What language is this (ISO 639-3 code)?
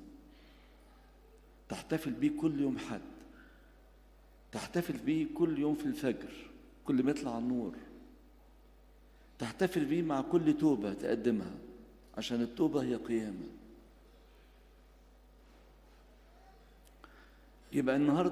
arz